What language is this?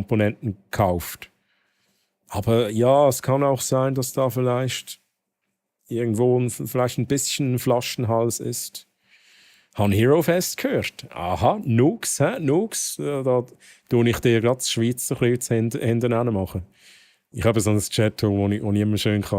Swiss German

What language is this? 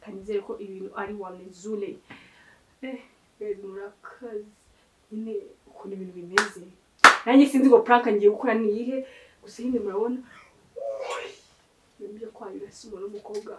Kinyarwanda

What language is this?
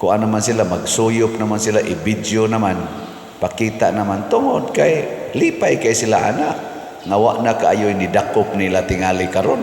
Cebuano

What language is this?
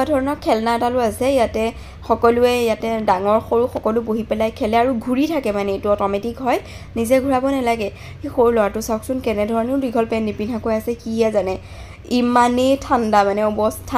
Assamese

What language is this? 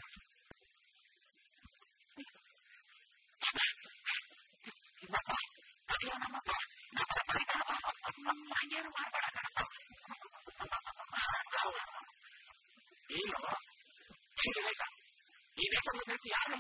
Kannada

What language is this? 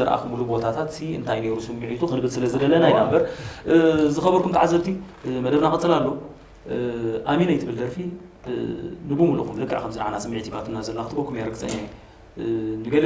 Tigrinya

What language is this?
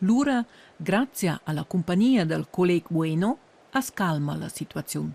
Romansh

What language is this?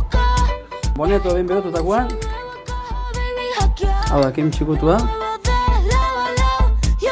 Basque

